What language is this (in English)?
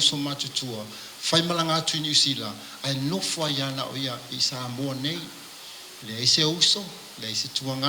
Samoan